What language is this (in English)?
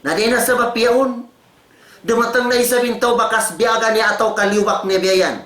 Tausug